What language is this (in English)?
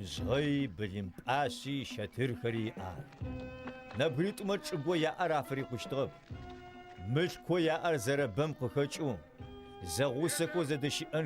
Adyghe